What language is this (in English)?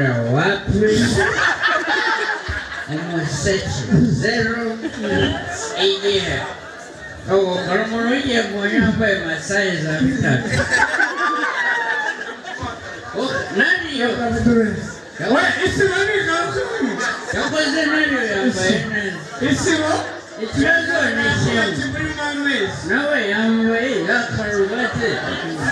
Kinyarwanda